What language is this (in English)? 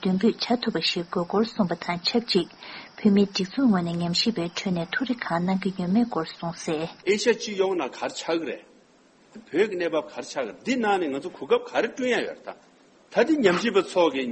Tibetan